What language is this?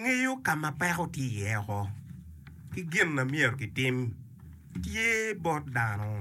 Acoli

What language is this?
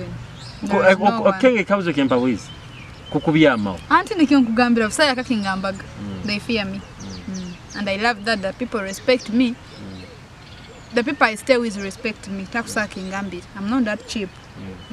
Nyoro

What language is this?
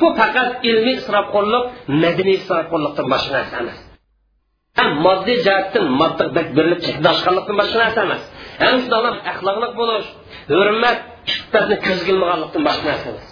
Uyghur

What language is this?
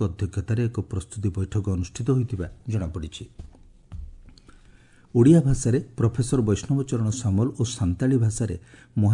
Odia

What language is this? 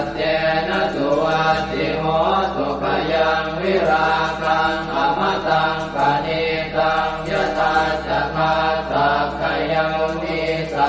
Pali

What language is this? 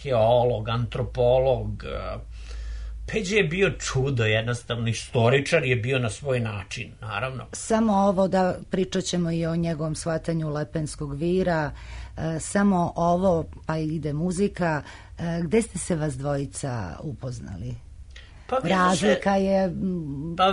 Serbian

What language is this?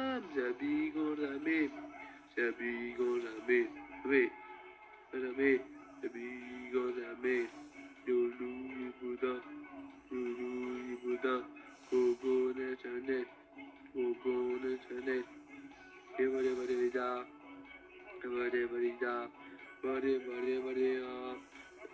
French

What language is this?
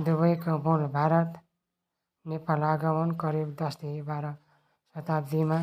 Nepali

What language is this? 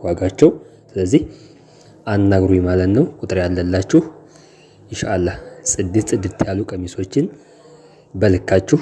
Amharic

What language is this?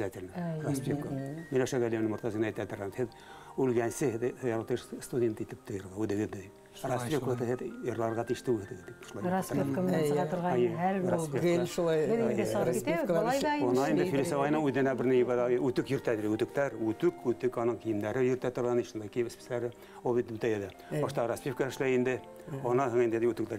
Bashkir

